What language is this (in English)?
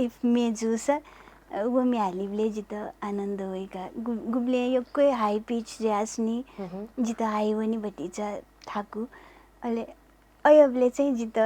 Newari